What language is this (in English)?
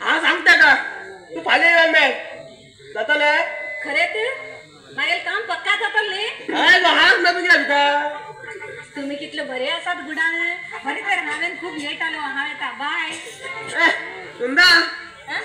Konkani